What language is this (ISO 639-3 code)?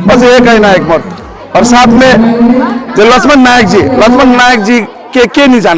sck